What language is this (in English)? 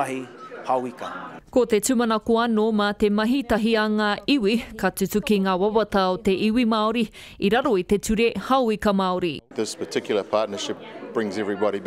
Māori